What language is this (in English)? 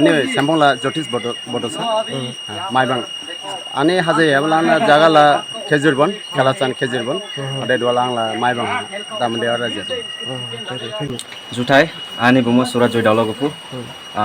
Dimasa